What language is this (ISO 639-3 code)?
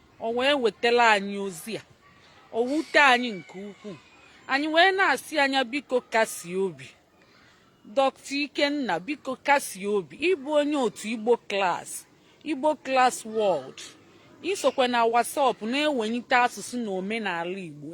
ibo